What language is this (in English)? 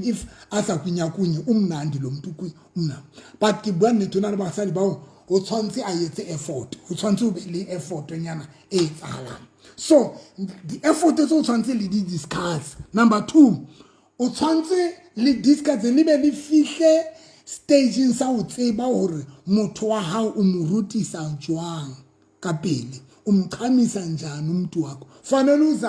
Southern Sotho